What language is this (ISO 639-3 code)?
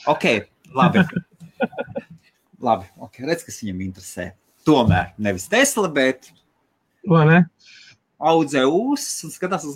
lav